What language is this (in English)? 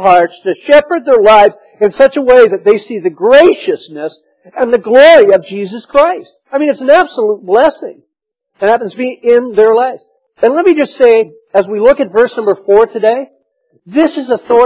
English